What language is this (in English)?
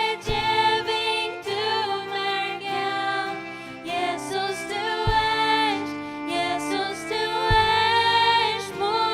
Faroese